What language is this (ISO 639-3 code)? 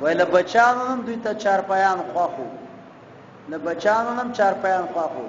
pus